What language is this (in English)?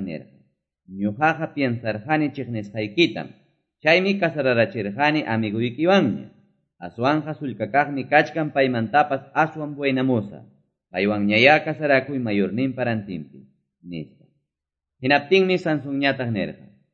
Quechua